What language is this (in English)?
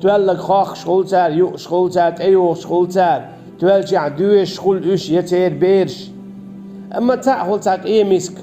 Chechen